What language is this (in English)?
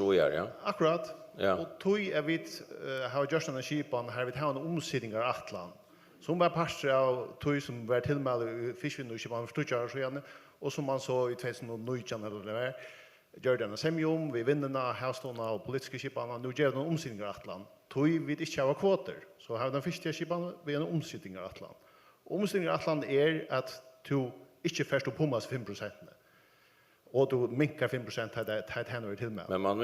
Faroese